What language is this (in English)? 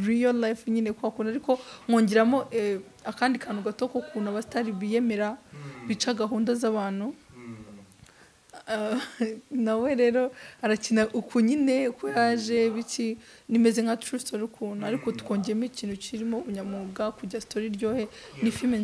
Kinyarwanda